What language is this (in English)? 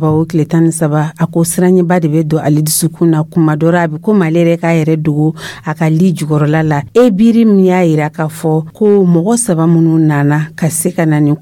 Dyula